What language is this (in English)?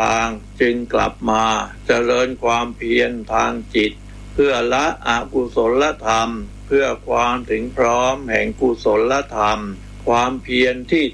Thai